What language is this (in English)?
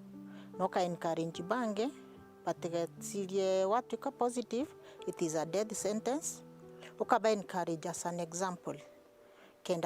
Meru